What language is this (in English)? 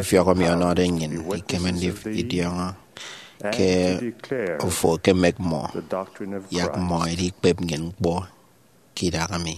Efik